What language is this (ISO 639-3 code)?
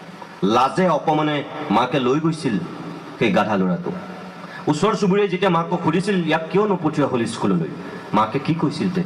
asm